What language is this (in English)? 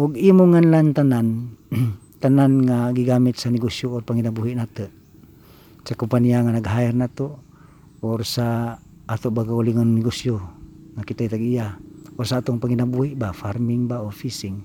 Cebuano